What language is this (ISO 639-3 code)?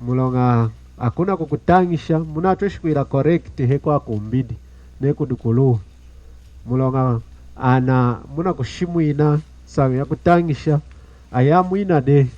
lun